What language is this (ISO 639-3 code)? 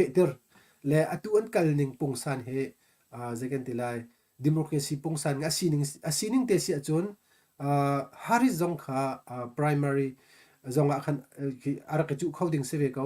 cnh